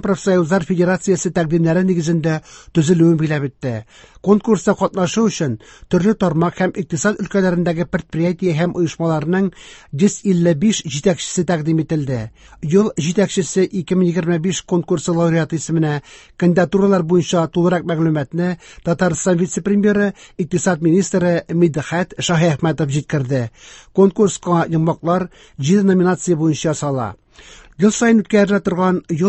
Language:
Tatar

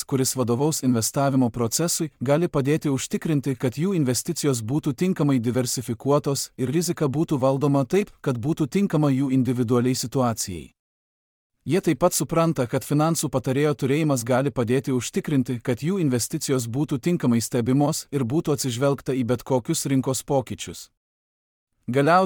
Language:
Lithuanian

